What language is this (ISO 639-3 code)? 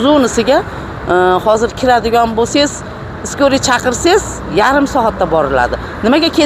uzb